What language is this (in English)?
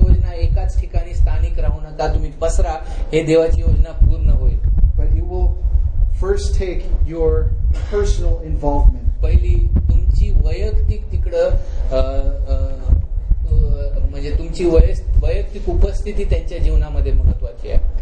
Marathi